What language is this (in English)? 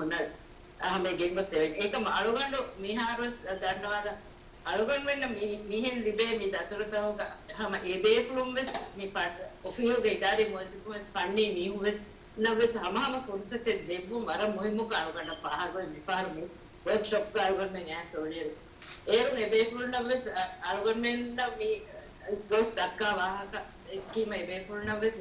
Divehi